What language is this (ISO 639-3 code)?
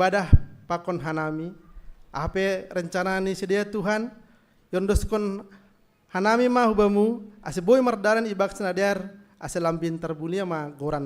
bts